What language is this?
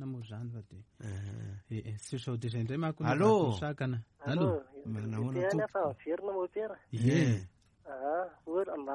Malagasy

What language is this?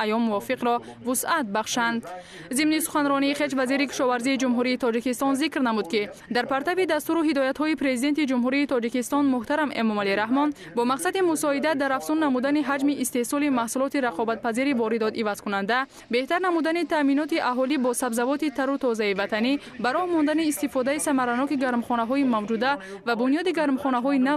Tajik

